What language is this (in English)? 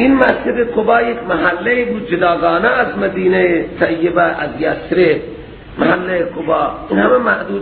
Persian